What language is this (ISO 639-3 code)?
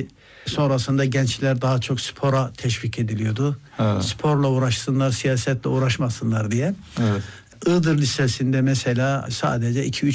tur